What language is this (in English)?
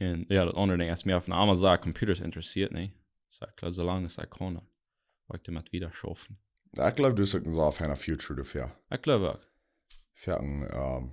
Plautdietsch